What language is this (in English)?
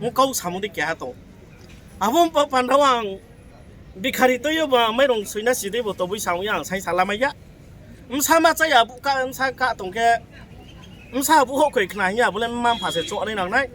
Kok Borok